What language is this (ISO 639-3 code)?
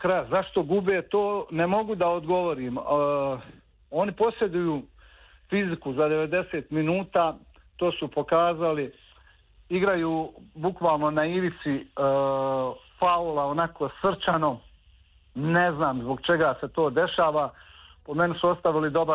srp